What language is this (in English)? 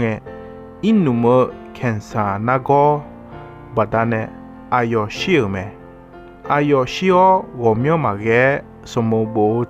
Akha